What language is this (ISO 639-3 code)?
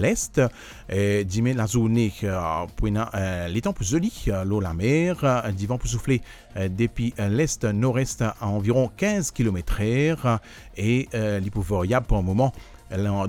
mfe